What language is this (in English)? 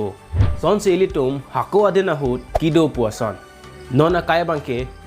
Karbi